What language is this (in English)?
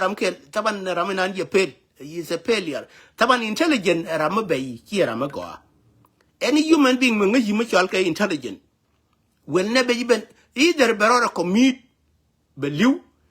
Nuer